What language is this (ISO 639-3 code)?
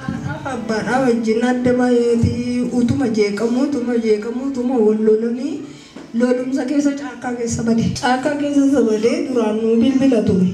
orm